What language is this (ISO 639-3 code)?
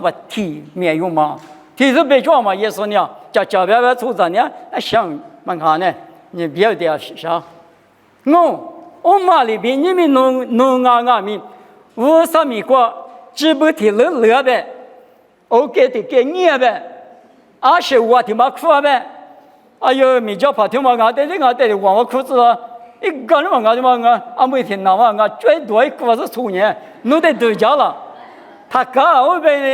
lis